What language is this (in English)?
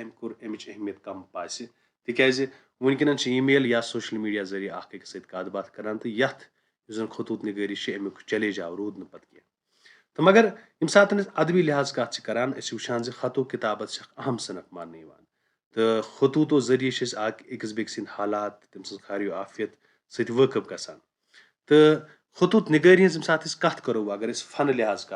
Kashmiri